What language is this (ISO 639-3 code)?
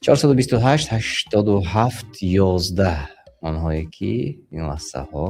tgk